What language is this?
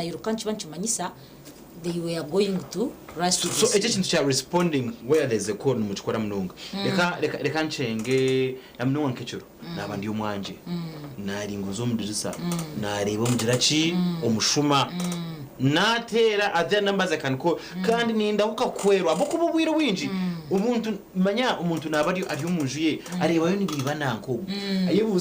Nyankole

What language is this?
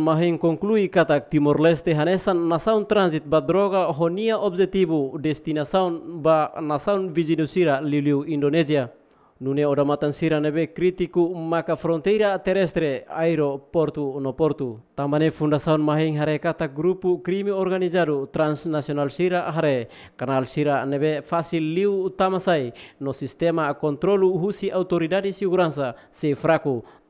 Tetum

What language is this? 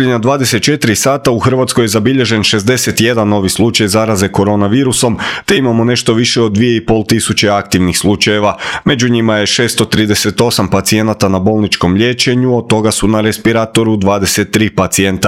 Croatian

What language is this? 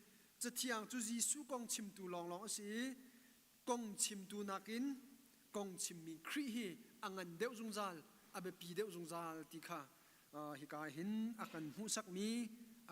Hakha Chin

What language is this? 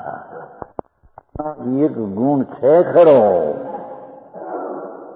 Gujarati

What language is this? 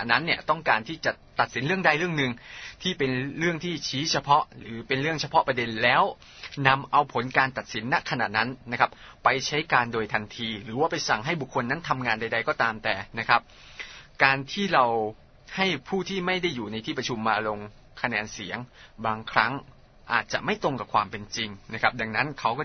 Thai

